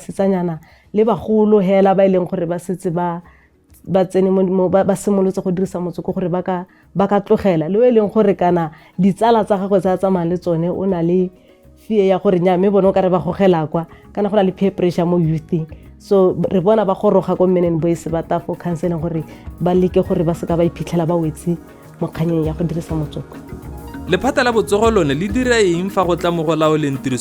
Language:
Tswana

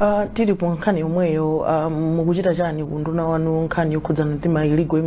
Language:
Nyanja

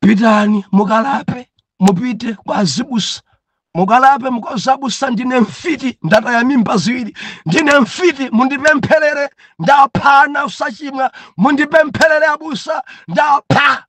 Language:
Nyanja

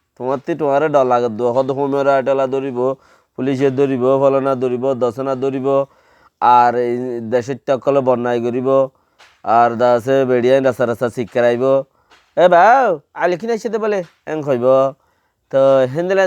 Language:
Rohingya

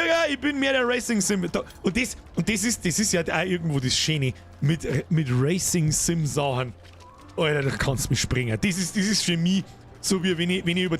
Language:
Bavarian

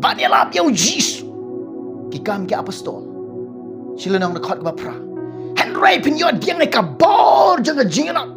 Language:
Khasi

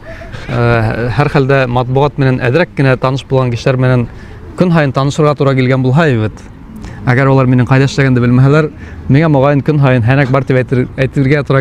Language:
Bashkir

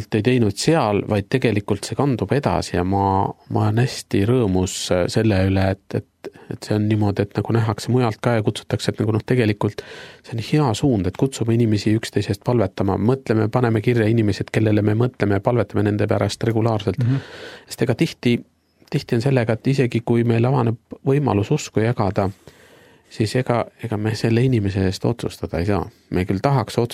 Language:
Estonian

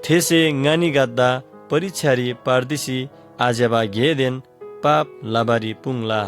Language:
Eastern Tamang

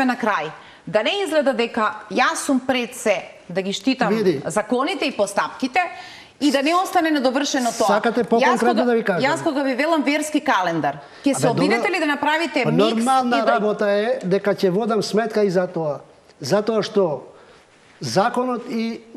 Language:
Macedonian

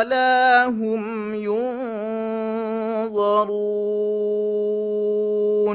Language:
Divehi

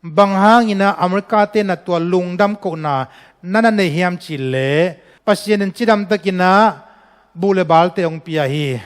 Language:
Tedim Chin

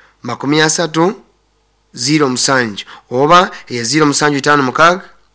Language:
Nyoro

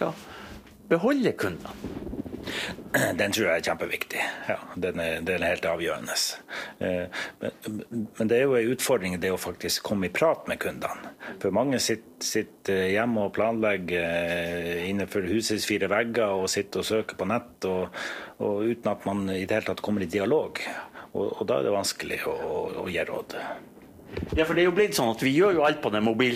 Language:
Norwegian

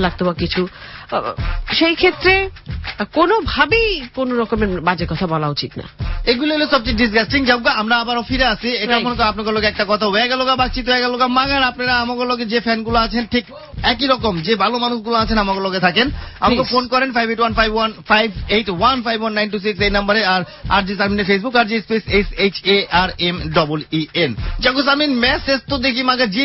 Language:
Bangla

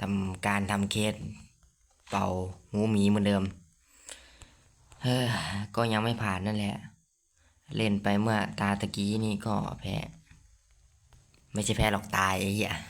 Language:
Lao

